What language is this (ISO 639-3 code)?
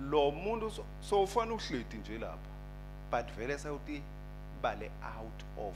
ssw